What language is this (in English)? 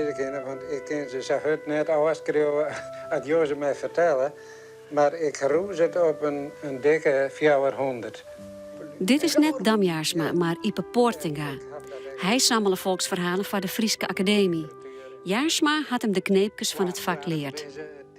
Western Frisian